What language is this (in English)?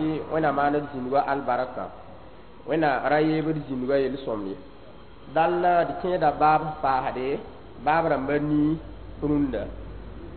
Mossi